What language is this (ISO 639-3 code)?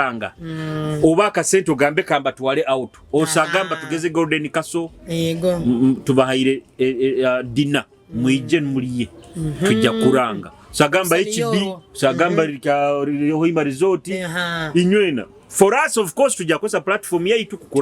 nyo